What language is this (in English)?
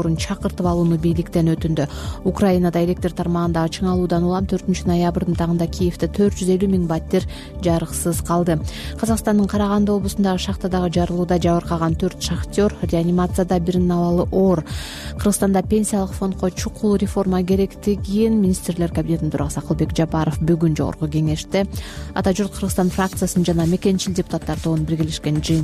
Kyrgyz